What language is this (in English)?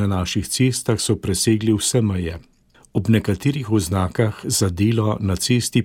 Slovenian